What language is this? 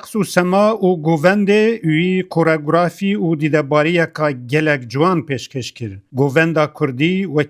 Kurdish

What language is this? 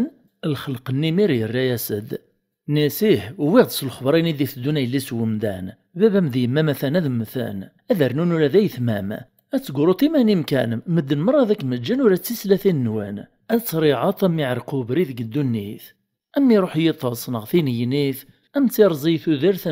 Kabyle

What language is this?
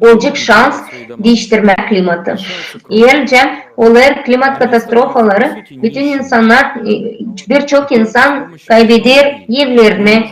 Gagauz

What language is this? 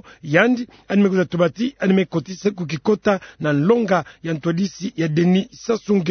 Kituba (Democratic Republic of Congo)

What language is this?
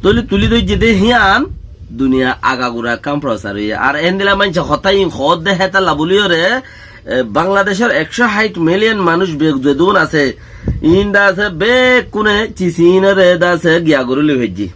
Rohingya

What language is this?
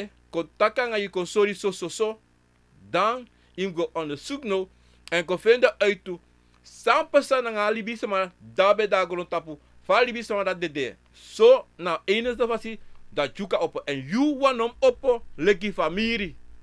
Sranan Tongo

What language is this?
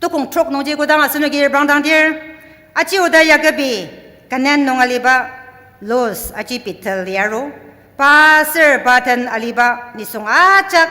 Ao Naga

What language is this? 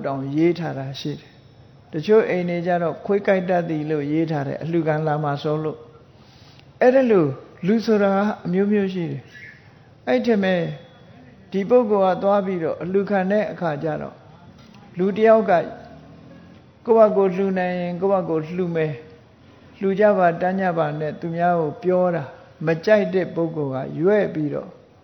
Burmese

